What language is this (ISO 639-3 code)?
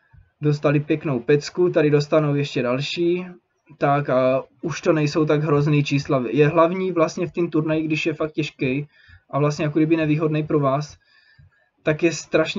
ces